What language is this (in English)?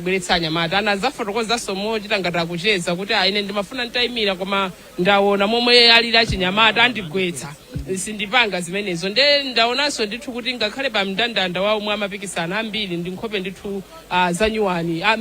Nyanja